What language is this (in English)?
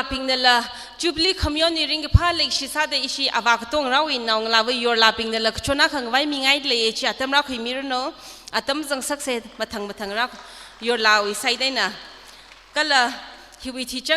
Tangkhul Naga (India)